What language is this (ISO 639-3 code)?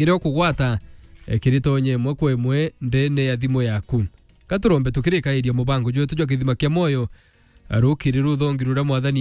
mer